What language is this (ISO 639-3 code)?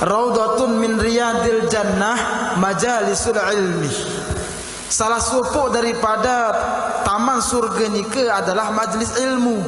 sas